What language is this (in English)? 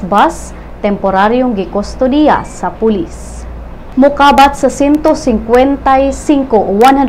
Cebuano